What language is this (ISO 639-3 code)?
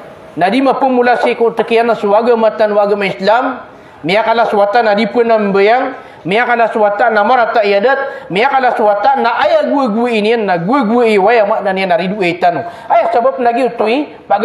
mrw